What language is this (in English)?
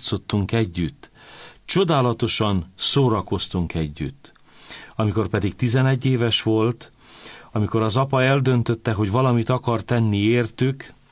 Hungarian